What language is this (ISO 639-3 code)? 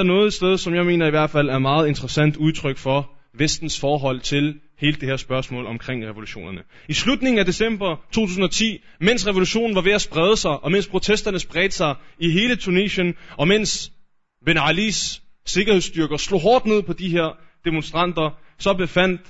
dan